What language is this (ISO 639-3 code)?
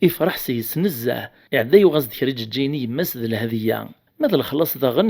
kab